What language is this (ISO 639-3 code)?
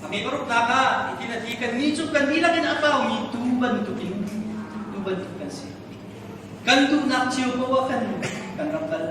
cnh